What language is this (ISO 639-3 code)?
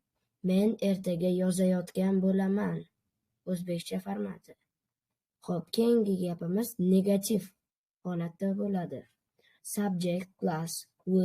uzb